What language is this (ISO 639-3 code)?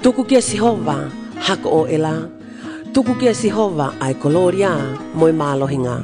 ton